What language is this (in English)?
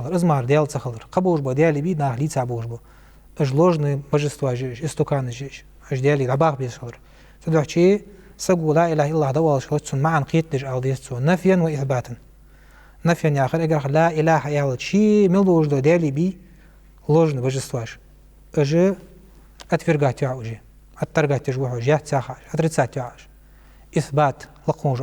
Ingush